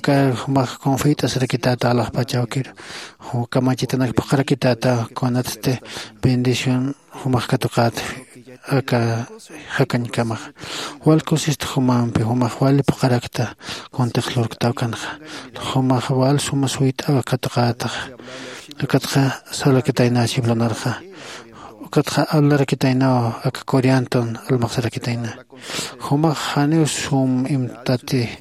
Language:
Aymara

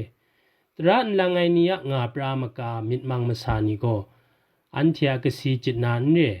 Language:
Kachin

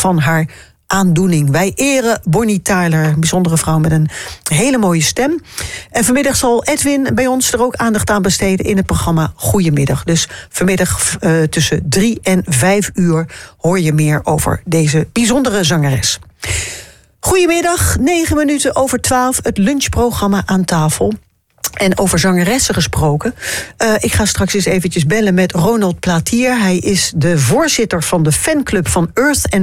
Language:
Dutch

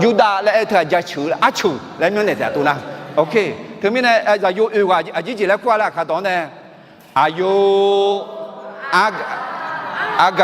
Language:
Akha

